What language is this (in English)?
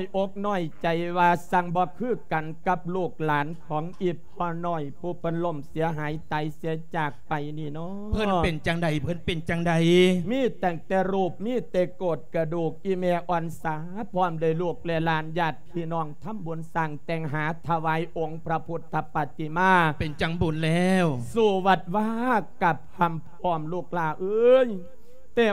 Lao